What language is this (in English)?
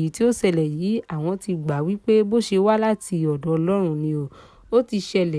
Yoruba